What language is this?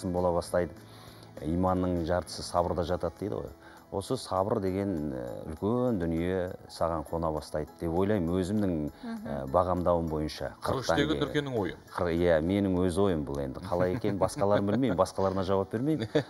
Kazakh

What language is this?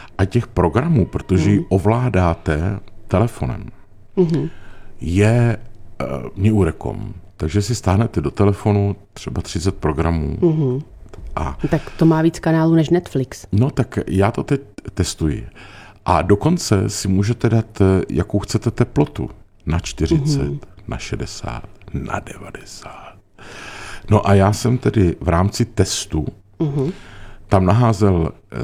Czech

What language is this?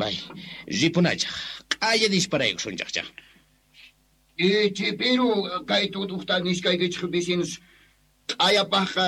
Quechua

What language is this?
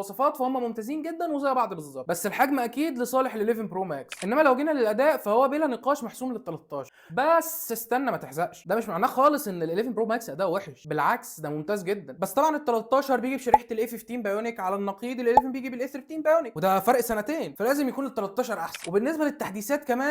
Egyptian Arabic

